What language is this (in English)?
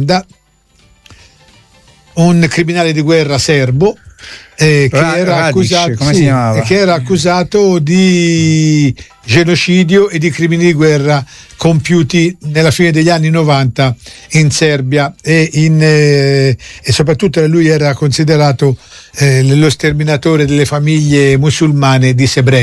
Italian